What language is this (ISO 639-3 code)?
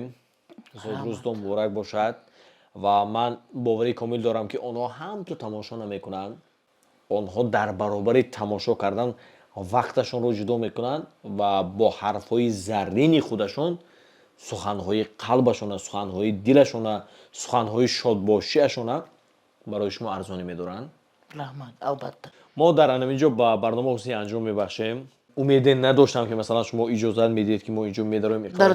tgk